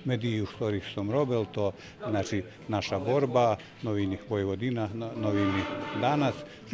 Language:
Slovak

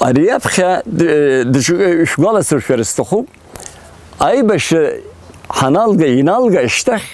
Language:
Abkhazian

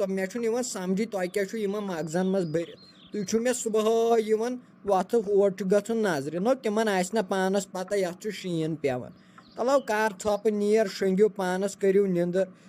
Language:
Kashmiri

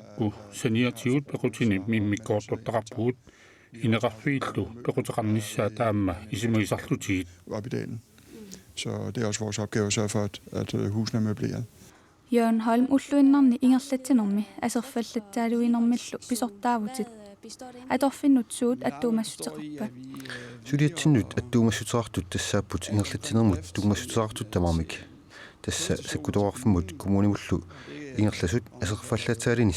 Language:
Kalaallisut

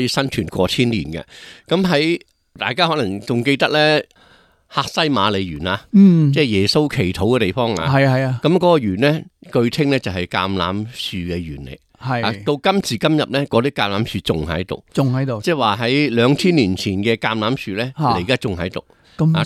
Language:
Cantonese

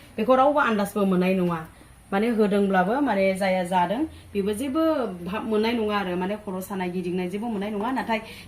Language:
Bodo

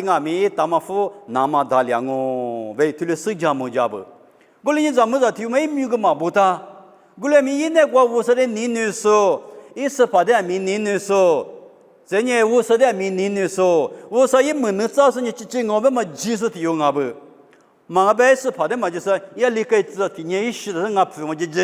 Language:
Lisu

